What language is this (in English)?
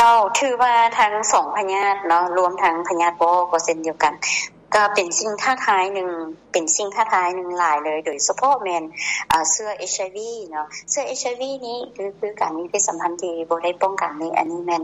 Lao